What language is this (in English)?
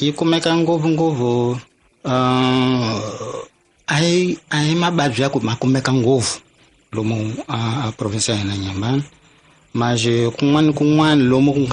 Tsonga